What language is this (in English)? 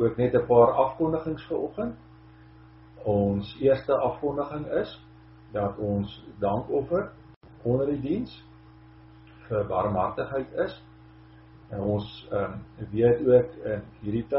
Afrikaans